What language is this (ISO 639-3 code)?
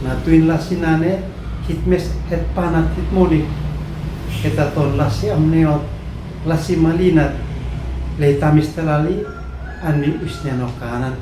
aoz